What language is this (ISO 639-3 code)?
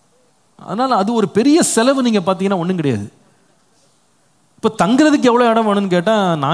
tam